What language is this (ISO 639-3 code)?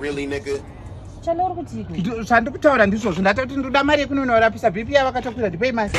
sna